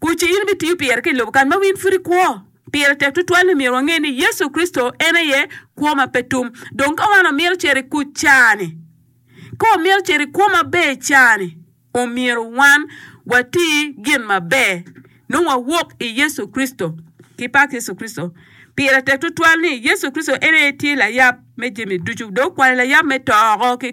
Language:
Acoli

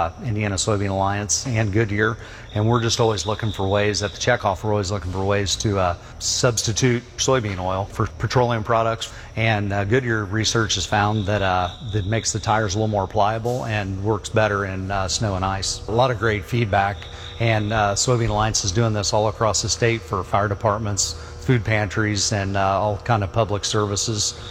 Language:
English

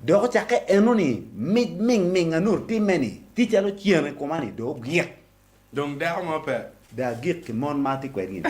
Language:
Acoli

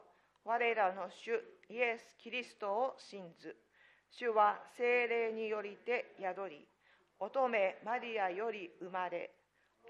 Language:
Japanese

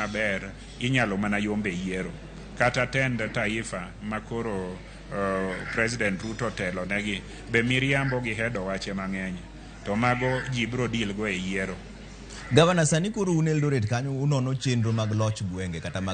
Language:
Luo (Kenya and Tanzania)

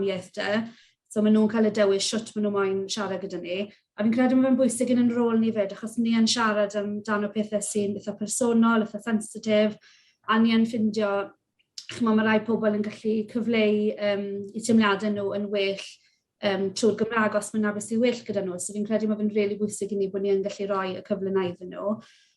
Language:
Welsh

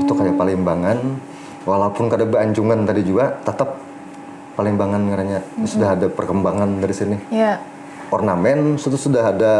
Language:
Banjar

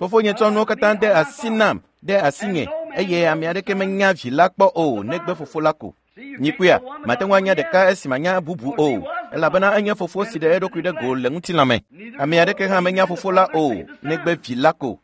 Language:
Ewe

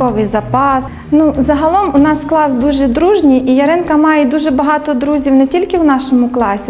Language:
Ukrainian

